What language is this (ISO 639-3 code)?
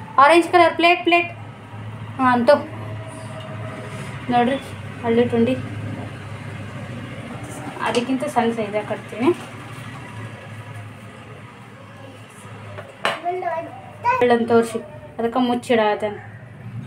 kan